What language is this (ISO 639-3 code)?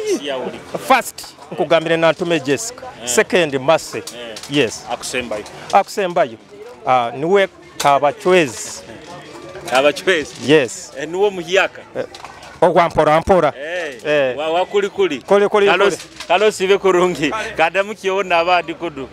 nyo